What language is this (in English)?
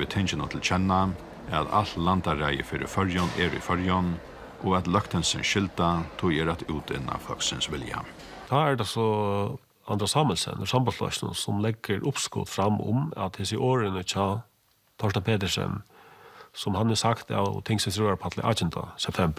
Faroese